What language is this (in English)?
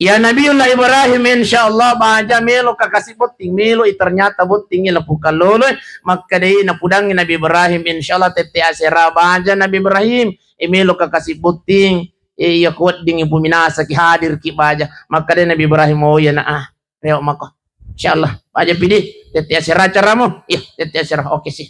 Buginese